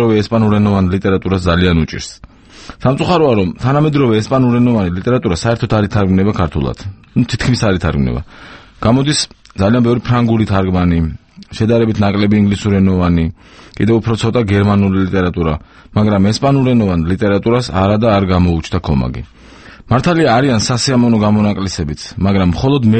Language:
Georgian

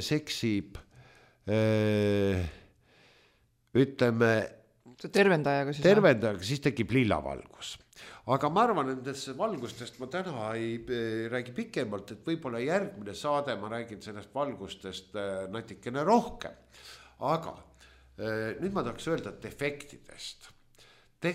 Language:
Estonian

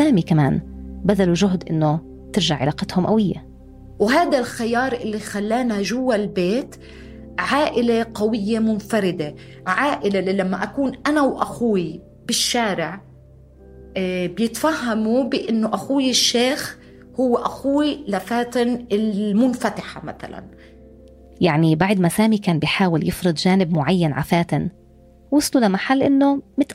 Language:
North Levantine Arabic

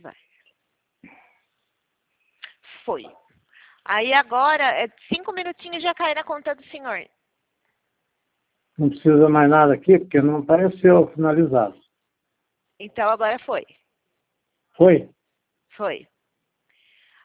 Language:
Portuguese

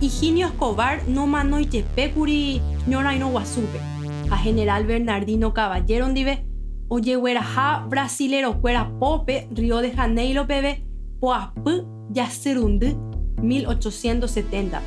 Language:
Guarani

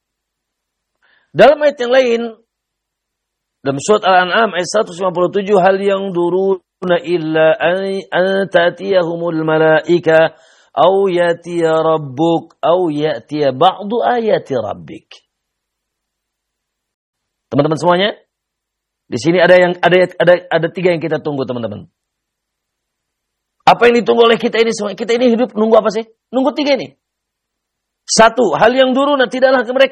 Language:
Indonesian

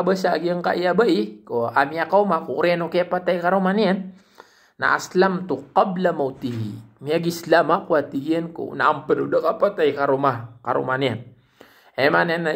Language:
Maranao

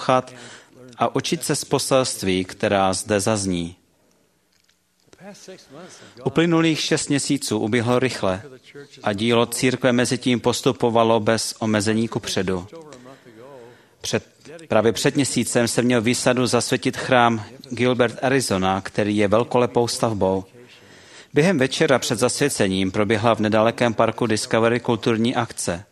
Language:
Czech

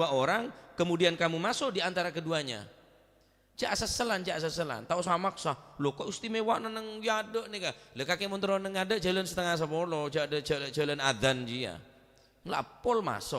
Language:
Madurese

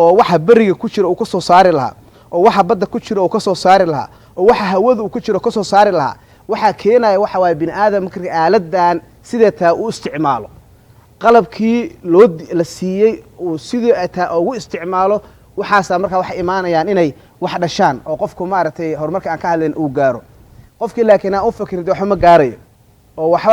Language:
Somali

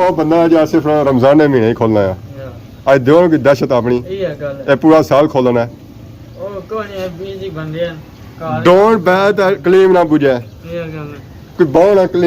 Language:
Pahari-Potwari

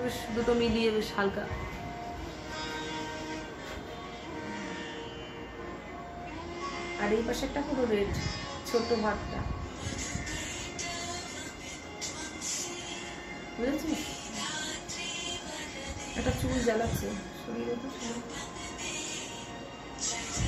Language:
Bangla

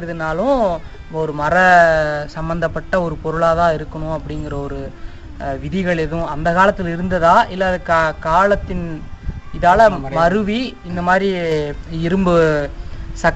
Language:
Tamil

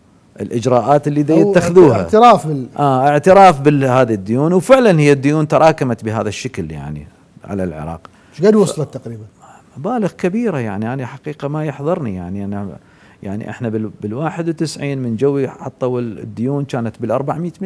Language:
Mesopotamian Arabic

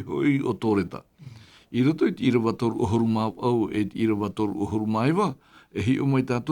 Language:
Tahitian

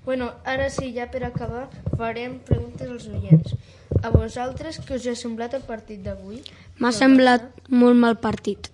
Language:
Catalan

